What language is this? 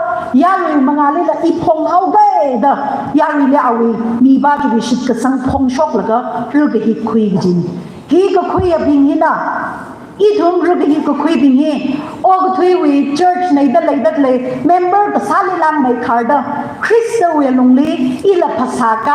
Tangkhul Naga (India)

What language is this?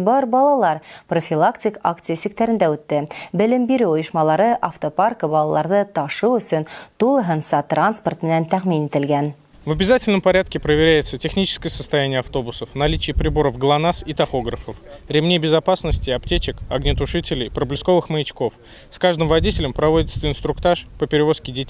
Bashkir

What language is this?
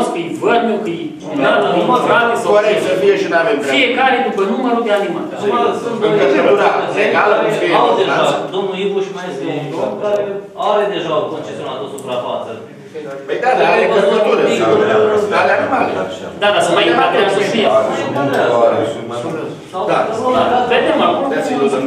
Romanian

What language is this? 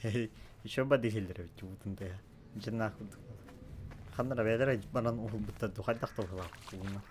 Yakut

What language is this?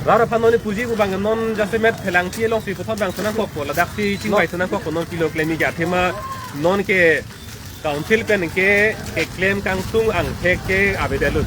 Karbi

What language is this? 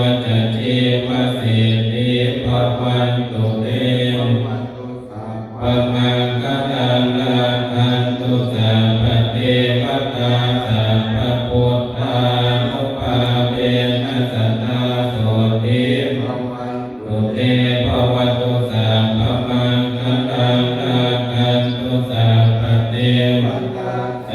Pali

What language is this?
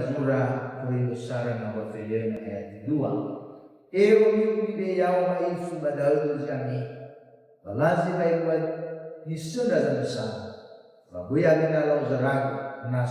Nias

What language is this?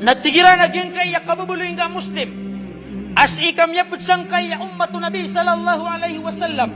Maranao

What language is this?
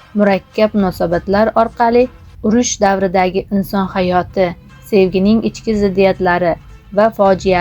Uzbek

